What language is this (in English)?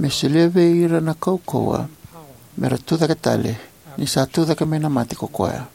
Fijian